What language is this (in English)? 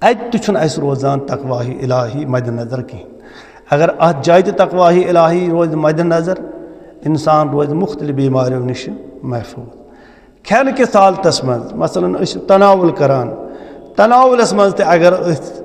Kashmiri